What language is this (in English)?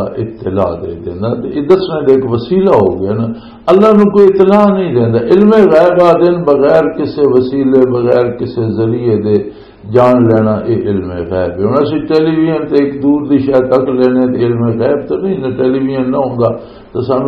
Western Panjabi